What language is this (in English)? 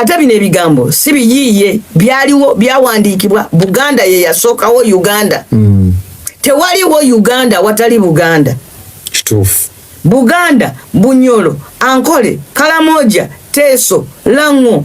Ganda